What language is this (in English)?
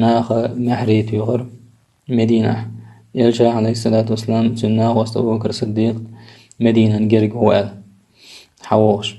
Chechen